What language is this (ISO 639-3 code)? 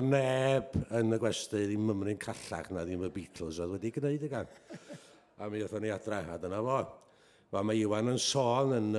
cym